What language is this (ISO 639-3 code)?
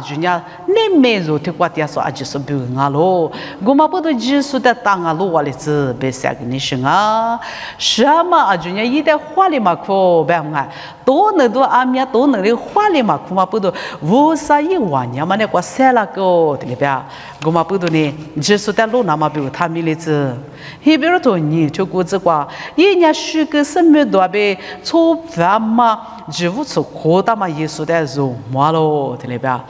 lis